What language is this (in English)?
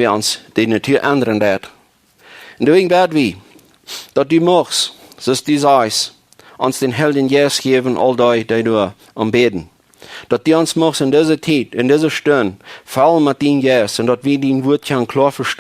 Plautdietsch